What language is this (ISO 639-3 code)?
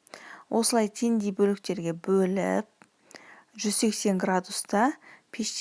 kaz